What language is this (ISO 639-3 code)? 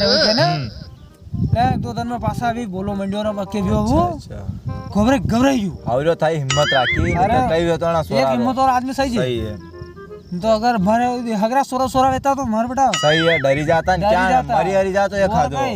raj